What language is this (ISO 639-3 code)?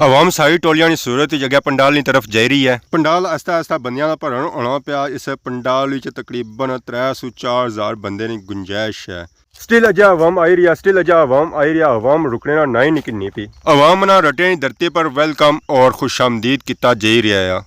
phr